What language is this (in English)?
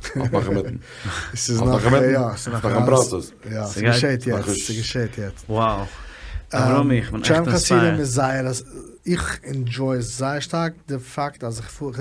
Yiddish